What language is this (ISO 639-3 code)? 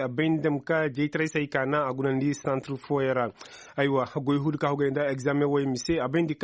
ses